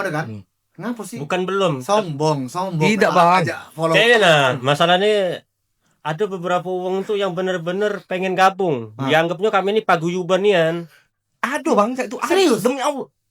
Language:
Musi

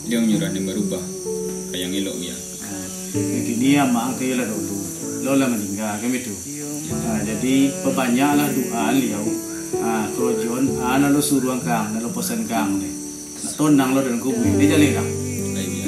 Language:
Minangkabau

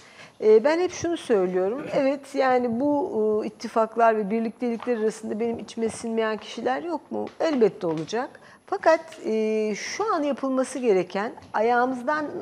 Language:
Turkish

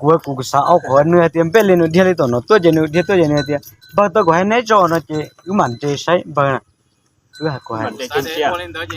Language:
Hmong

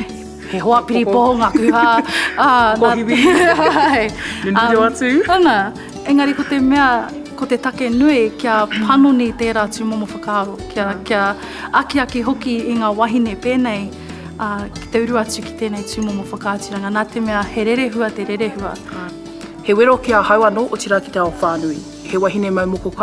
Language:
Māori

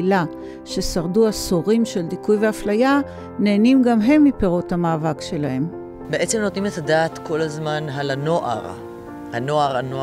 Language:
Hebrew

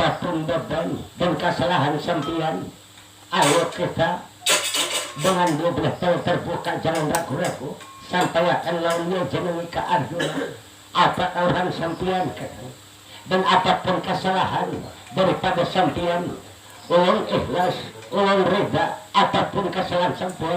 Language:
Banjar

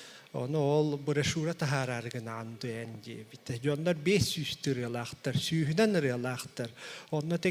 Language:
Yakut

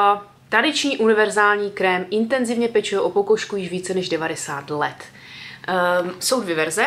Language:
Czech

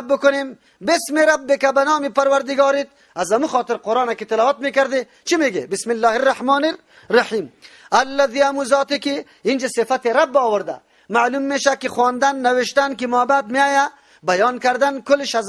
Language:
Persian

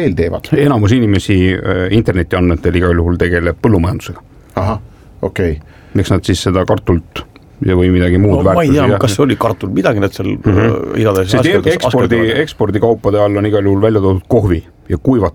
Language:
Estonian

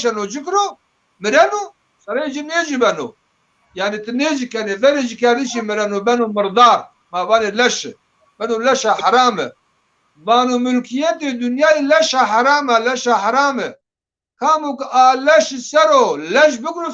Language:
Zaza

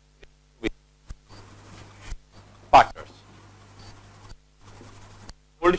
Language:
Hindi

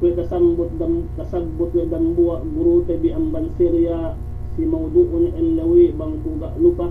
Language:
Yakan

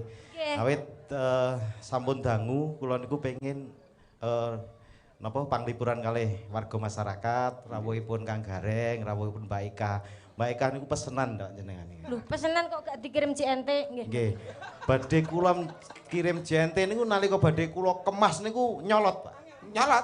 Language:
Javanese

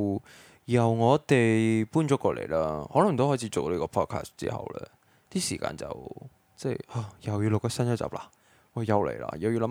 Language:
Cantonese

